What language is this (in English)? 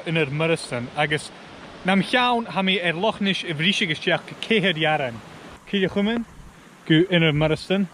Scottish Gaelic